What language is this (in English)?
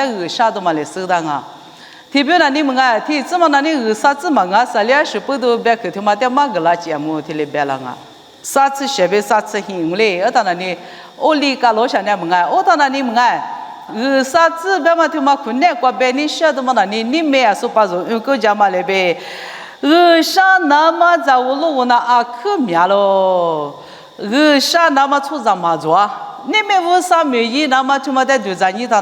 Lisu